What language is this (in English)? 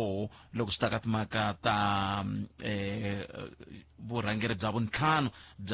Tsonga